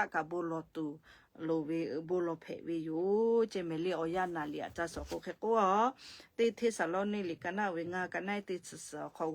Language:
Lahu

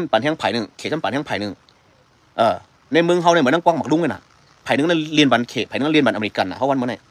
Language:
Shan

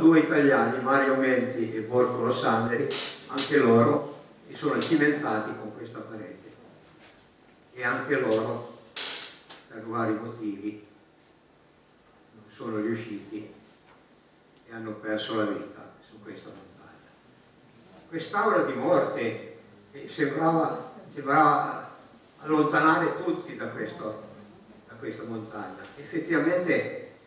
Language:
Italian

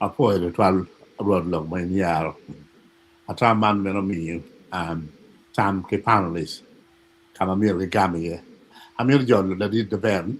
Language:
Acoli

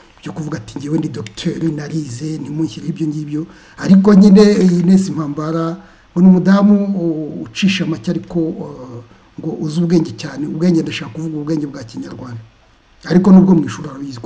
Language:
Kinyarwanda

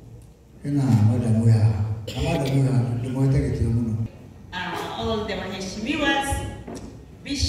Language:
Kikuyu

